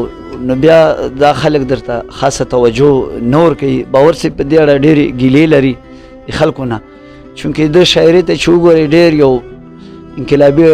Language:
Pashto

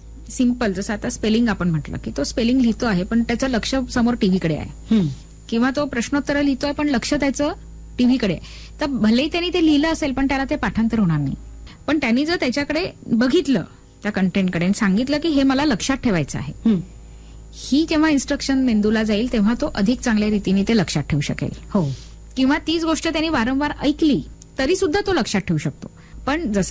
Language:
Marathi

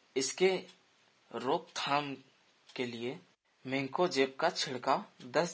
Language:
Hindi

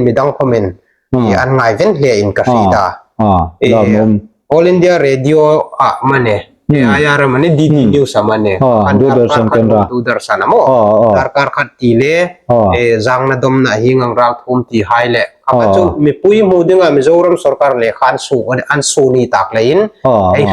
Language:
Hmar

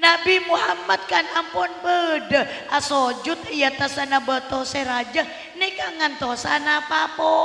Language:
Madurese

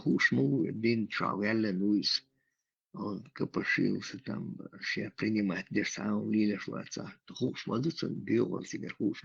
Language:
Chechen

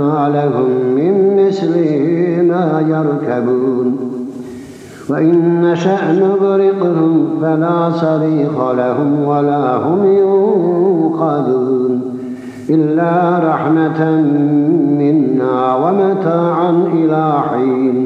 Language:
Arabic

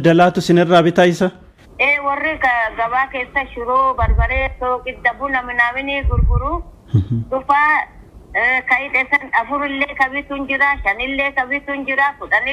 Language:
Oromo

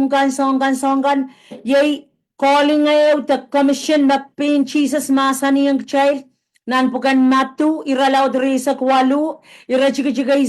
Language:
Pohnpeian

